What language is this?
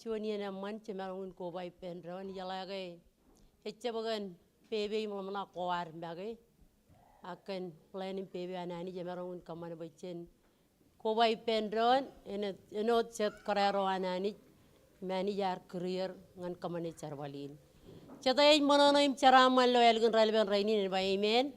Marshallese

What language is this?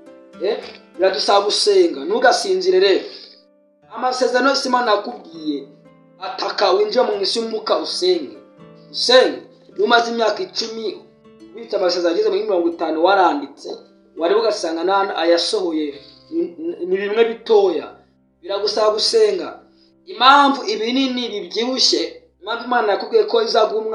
Kinyarwanda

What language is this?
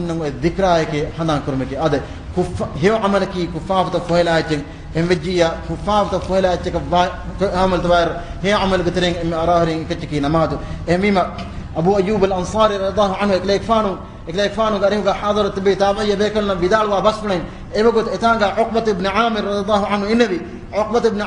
Divehi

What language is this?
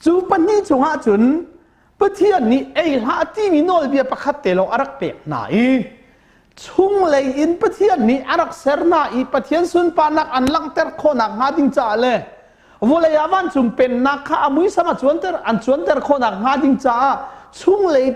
Hakha Chin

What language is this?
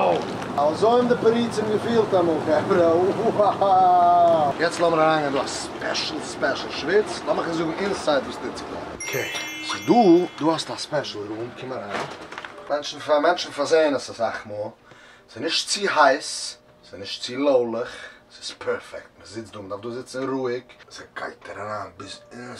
Yiddish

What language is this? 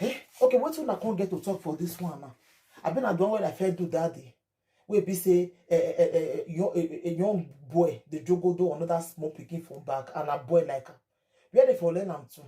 Nigerian Pidgin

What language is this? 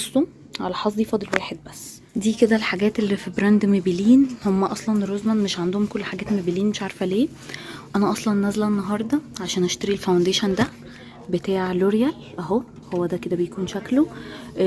Egyptian Arabic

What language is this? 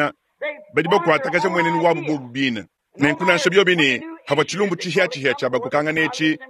Luba-Lulua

